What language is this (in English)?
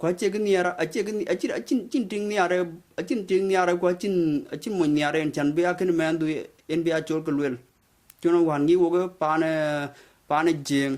Dinka